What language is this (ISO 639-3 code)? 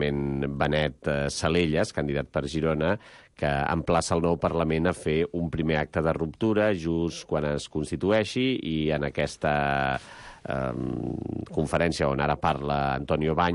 cat